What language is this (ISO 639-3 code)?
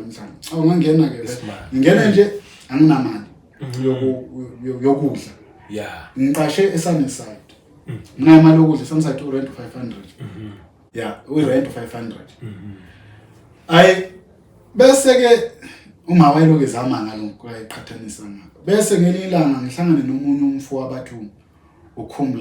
zul